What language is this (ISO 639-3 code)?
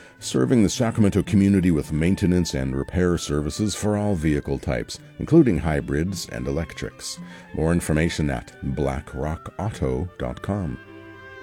eng